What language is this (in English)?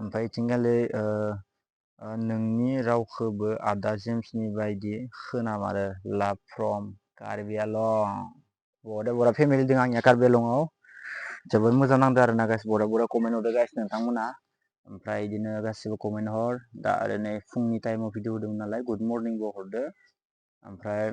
Bodo